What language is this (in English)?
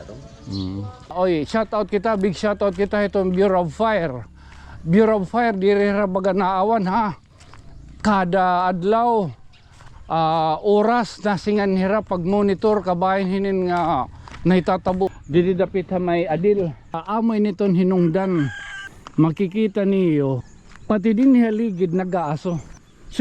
Waray